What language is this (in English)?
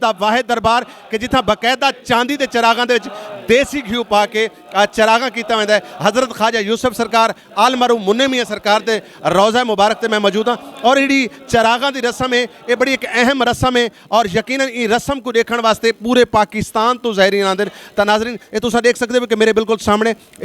Saraiki